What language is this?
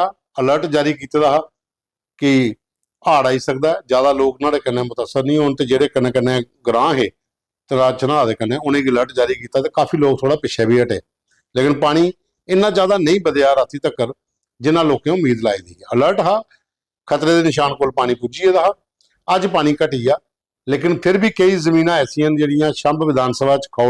Dogri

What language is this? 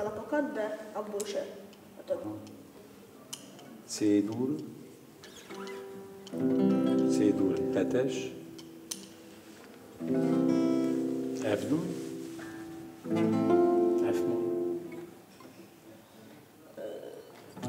Hungarian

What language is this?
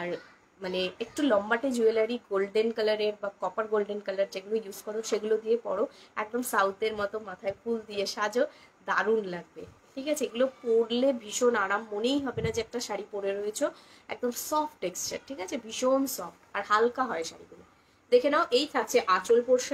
Bangla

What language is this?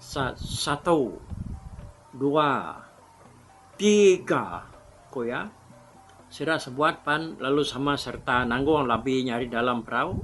Iban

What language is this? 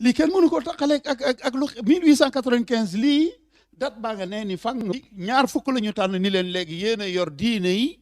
Wolof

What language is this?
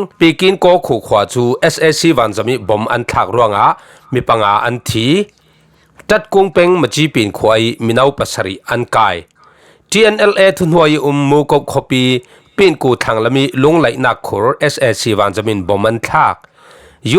Falam Chin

